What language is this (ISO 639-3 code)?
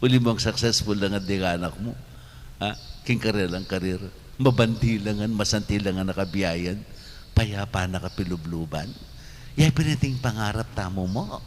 pam